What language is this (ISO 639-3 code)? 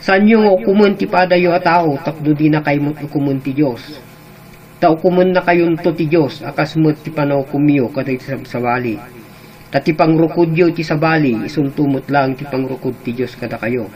ilo